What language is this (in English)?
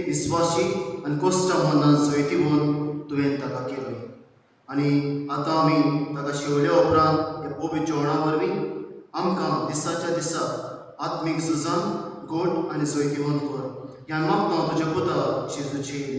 Konkani